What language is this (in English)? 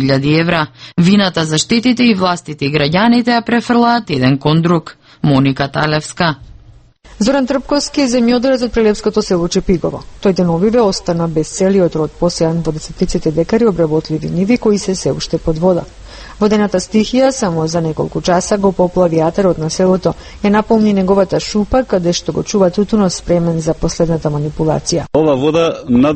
Macedonian